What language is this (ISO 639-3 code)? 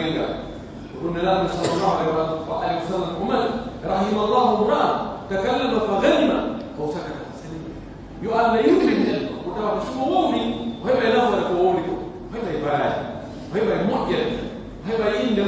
fuf